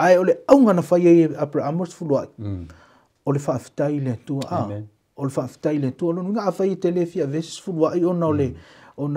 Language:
Samoan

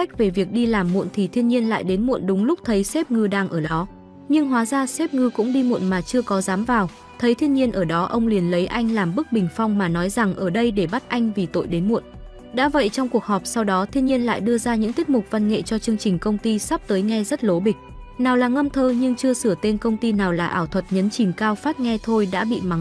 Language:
Vietnamese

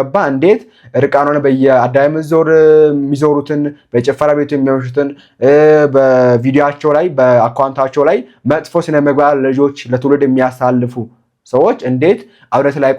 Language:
Amharic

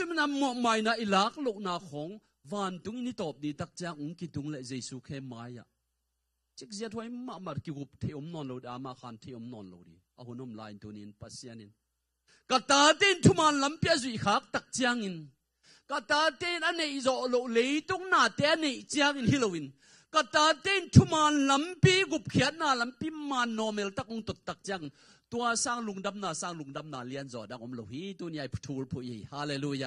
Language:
Tedim Chin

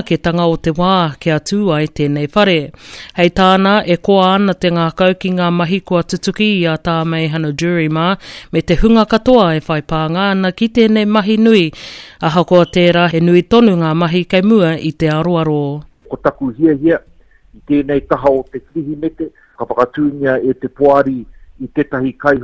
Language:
Māori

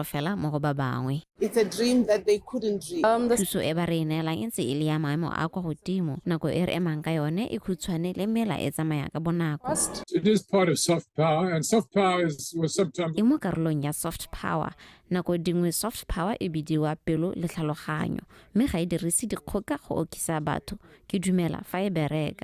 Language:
Tswana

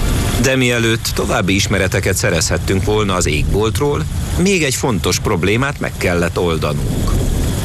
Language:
Hungarian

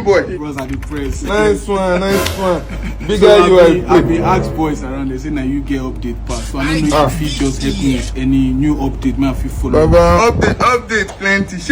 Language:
Nigerian Pidgin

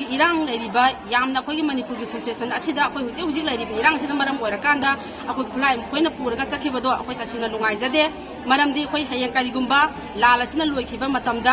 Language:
Manipuri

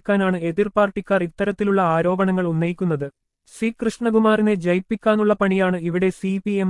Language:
Malayalam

